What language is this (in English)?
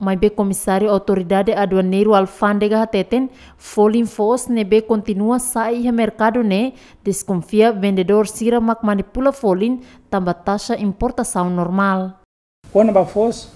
Tetum